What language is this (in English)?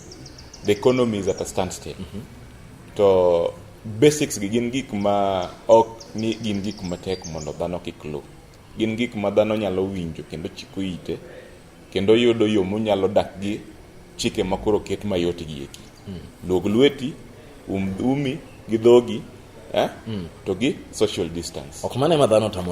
Luo (Kenya and Tanzania)